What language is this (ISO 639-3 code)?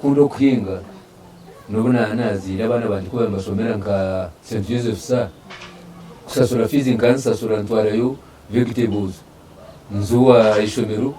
nyn